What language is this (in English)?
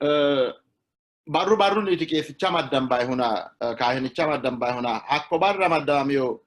Sidamo